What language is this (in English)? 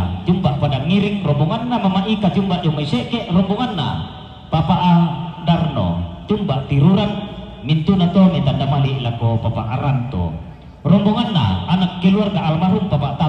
Toraja-Sa'dan